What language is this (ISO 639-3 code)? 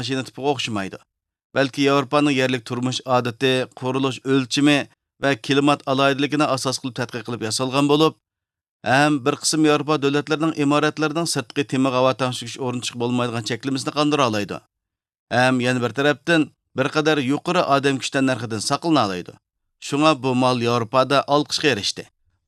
uig